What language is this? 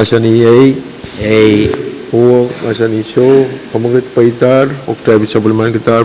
Pohnpeian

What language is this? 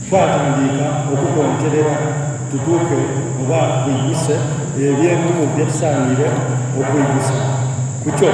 Soga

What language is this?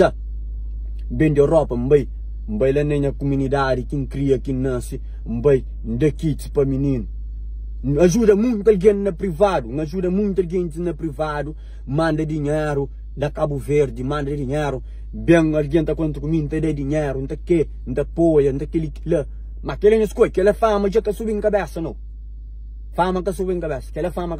Kabuverdianu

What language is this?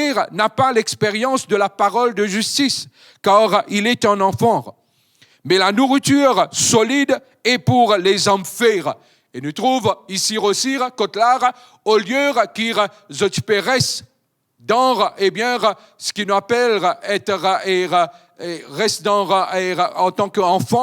Morisyen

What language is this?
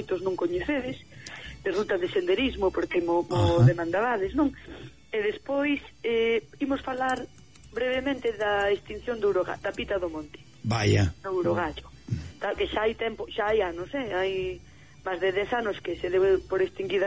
Galician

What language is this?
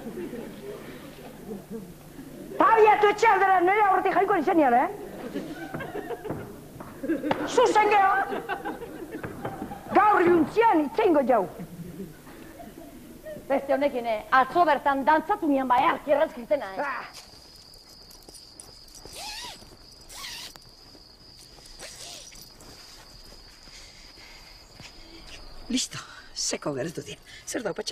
Basque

